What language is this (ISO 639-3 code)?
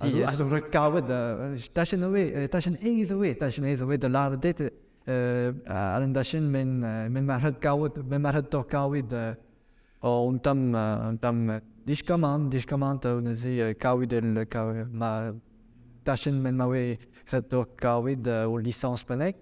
bre